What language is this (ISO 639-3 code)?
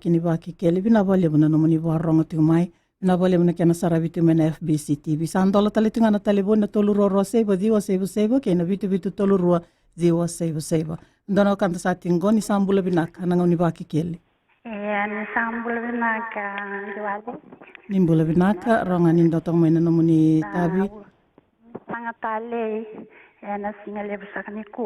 fij